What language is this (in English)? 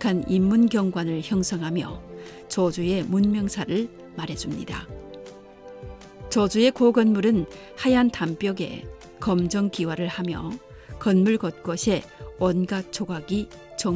Korean